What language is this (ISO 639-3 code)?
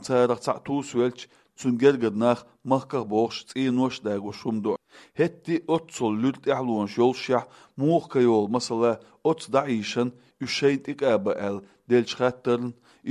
che